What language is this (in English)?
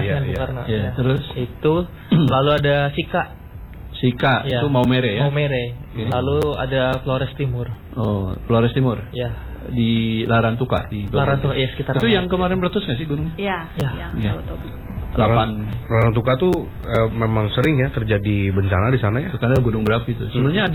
Indonesian